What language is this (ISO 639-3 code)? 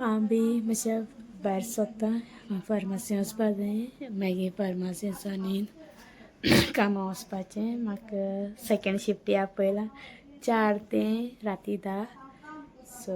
kok